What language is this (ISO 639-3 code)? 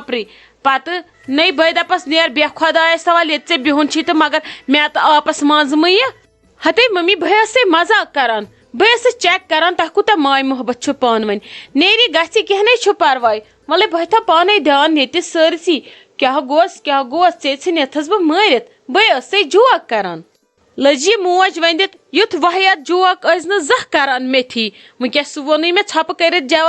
kas